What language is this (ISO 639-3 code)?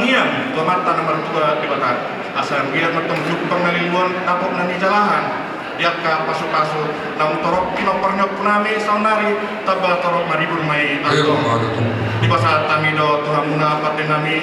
bbc